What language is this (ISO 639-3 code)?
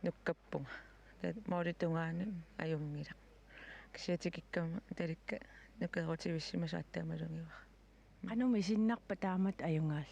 kal